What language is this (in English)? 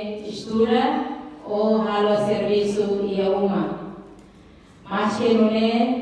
Tetum